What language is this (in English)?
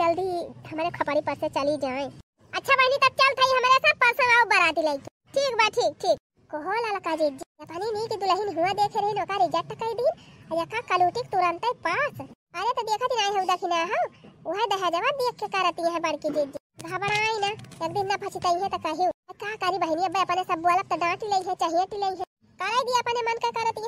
Bhojpuri